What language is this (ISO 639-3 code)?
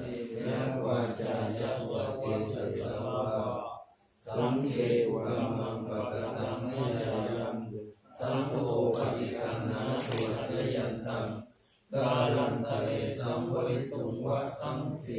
pli